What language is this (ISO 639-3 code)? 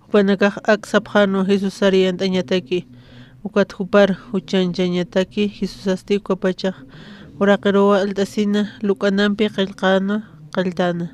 aym